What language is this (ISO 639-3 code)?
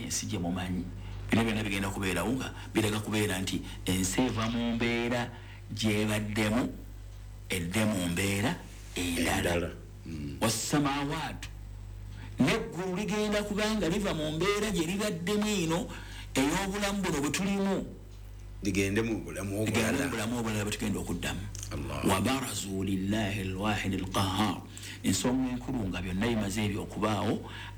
lug